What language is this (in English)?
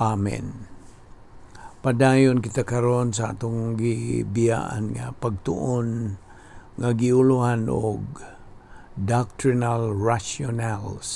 Cebuano